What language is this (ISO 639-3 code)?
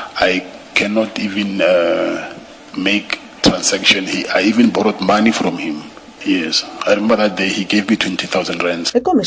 xho